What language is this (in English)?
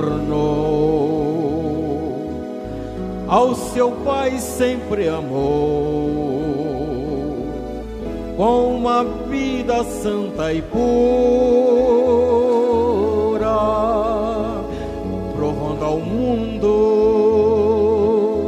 Portuguese